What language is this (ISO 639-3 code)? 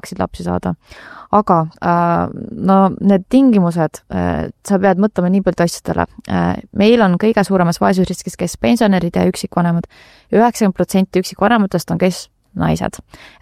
est